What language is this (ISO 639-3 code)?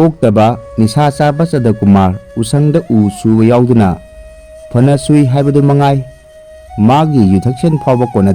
mni